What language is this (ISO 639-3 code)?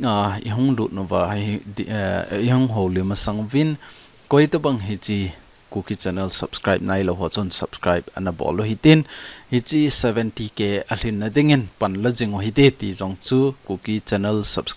tcz